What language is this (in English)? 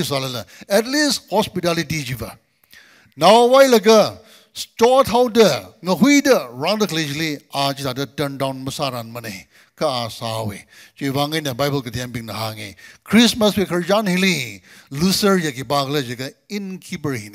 Tangkhul Naga (India)